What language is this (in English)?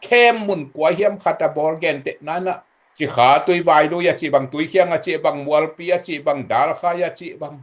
Tedim Chin